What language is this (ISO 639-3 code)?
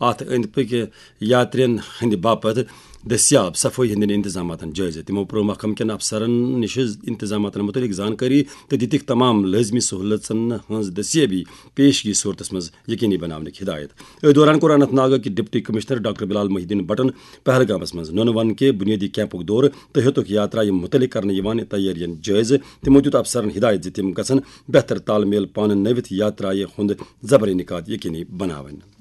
kas